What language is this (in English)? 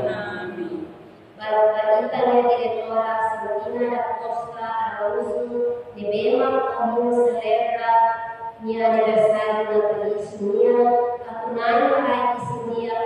Tetum